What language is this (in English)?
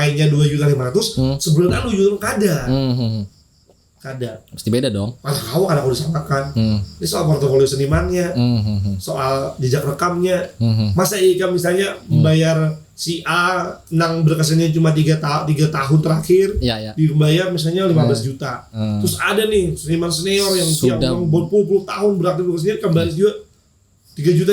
Banjar